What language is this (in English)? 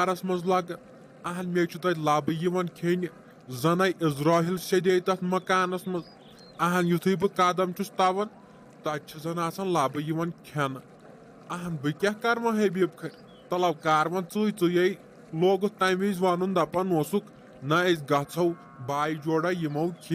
Kashmiri